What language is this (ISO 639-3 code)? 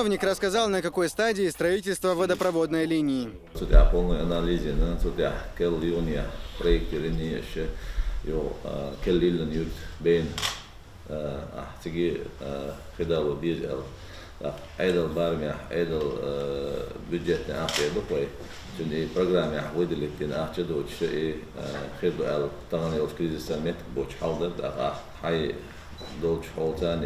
che